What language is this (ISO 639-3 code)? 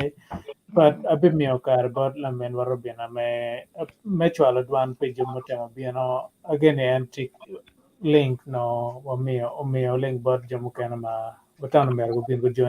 ach